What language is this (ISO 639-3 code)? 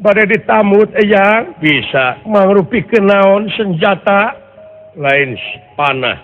sun